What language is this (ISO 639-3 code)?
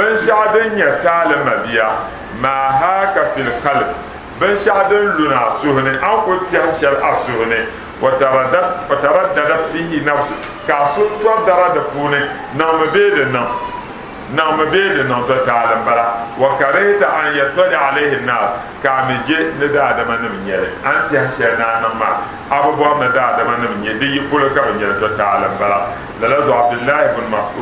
dag